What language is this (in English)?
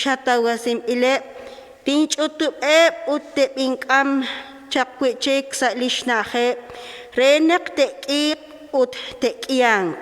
Kekchí